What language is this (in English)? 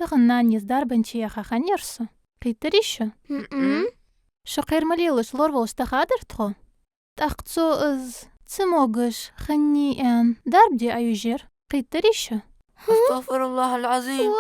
Ingush